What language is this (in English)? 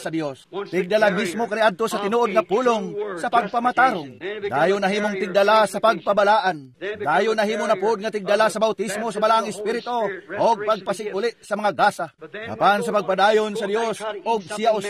Cebuano